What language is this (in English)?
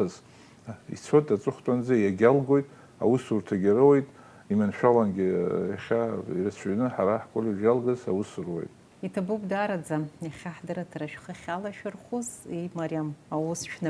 Abkhazian